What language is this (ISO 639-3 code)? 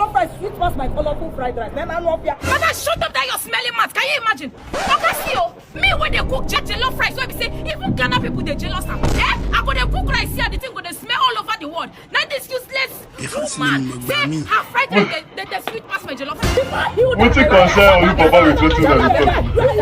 pcm